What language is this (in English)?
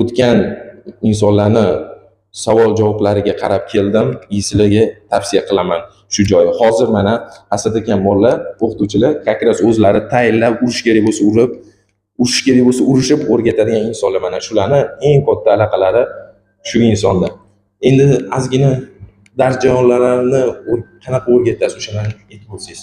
Uzbek